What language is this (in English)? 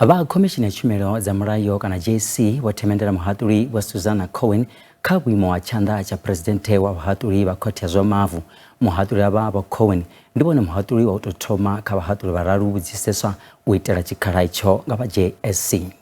Venda